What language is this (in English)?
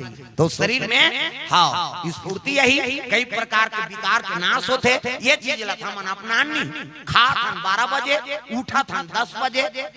Chhattisgarhi